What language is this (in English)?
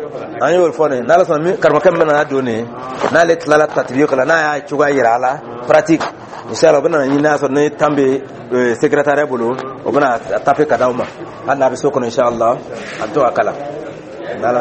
Dyula